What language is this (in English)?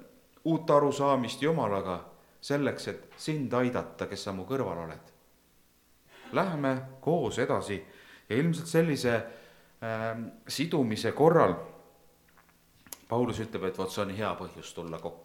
Estonian